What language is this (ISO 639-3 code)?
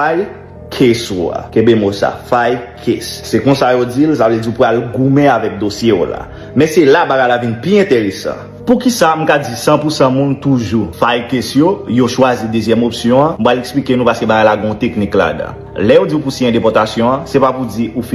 hat